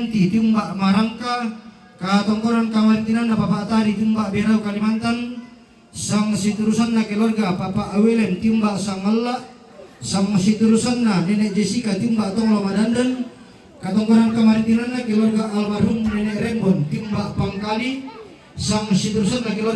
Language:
Toraja-Sa'dan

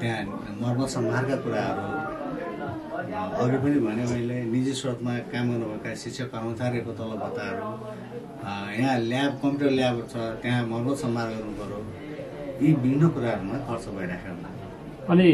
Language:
Nepali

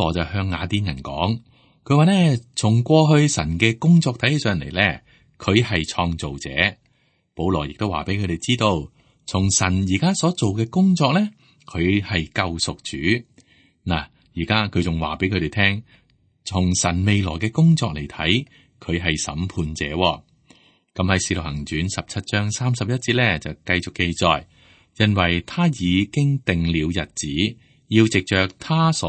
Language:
Cantonese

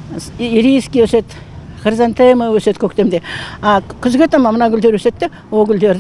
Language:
Kazakh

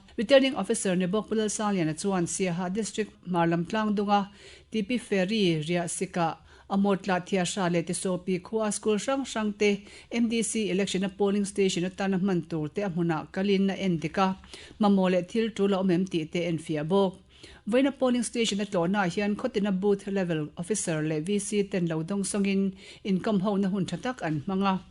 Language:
Mizo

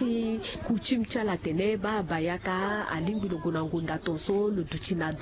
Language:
Sango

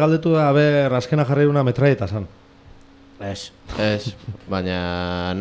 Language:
Basque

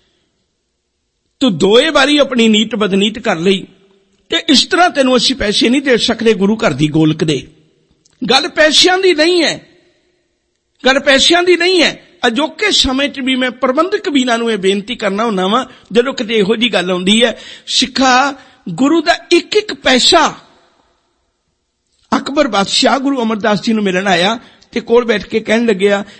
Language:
Punjabi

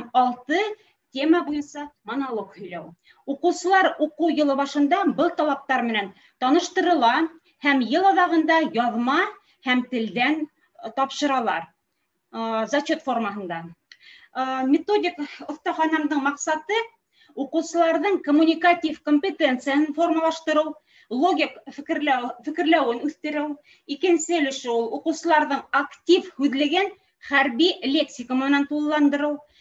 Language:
Bashkir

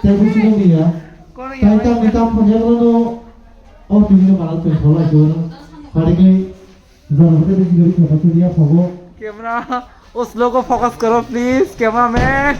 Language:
Kok Borok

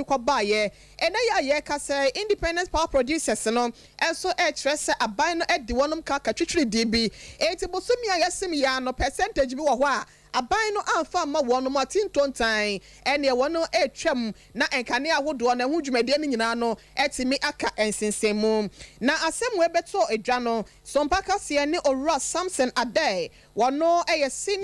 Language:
Akan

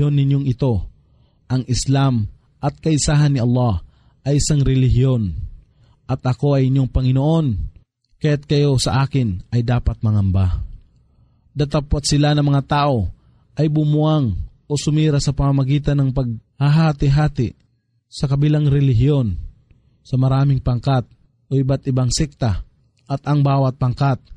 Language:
Filipino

